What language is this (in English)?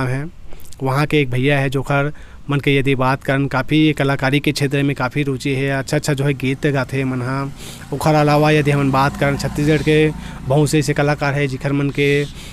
Chhattisgarhi